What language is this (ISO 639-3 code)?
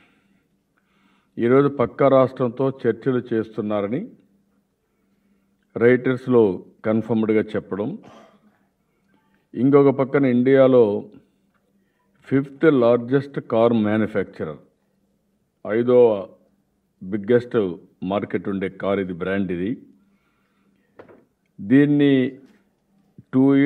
tel